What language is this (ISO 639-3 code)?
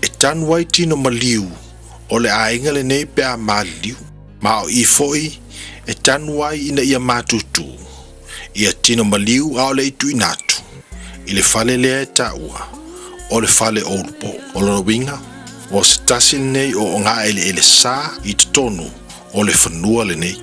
smo